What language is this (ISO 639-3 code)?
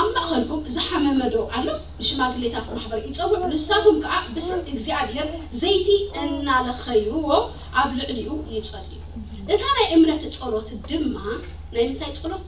tir